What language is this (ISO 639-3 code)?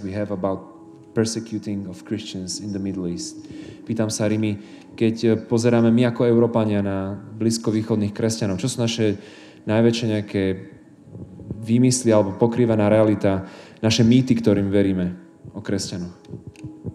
slk